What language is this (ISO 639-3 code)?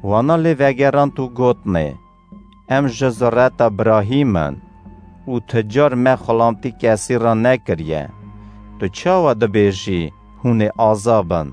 kur